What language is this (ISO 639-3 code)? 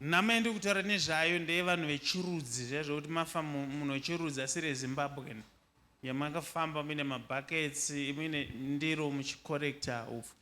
sna